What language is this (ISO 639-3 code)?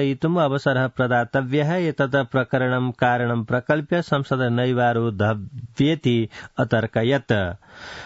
san